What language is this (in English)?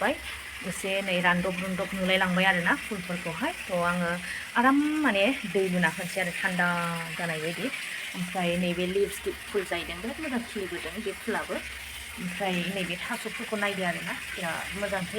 Bodo